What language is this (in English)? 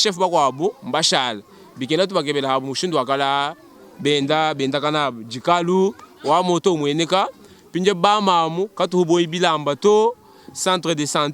Luba-Lulua